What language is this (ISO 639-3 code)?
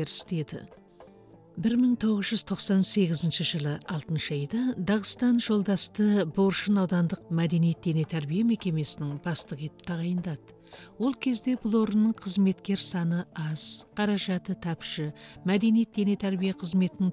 kaz